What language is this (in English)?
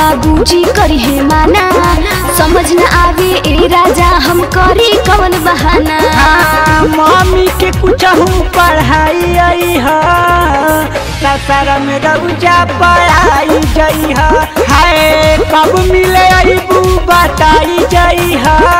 Bhojpuri